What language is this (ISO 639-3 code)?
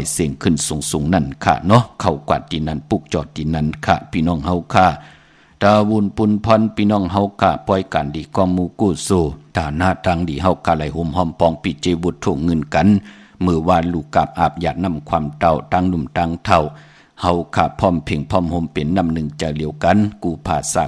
shn